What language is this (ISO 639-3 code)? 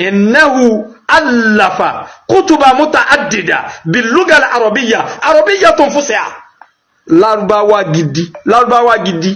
yor